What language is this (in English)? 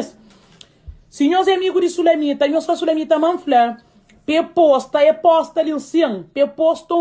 Kabuverdianu